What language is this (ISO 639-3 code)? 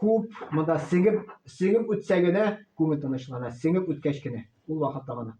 tat